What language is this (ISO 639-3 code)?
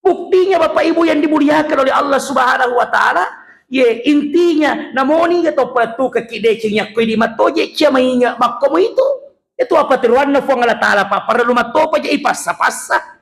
bug